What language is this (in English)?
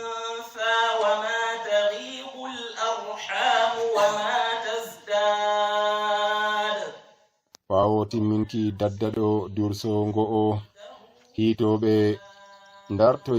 Nigerian Fulfulde